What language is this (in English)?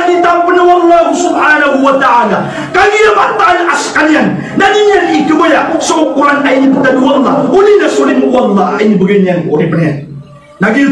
Maranao